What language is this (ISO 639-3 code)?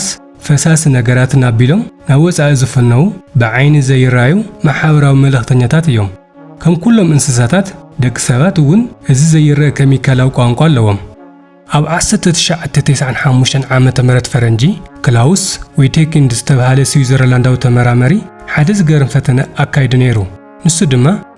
tir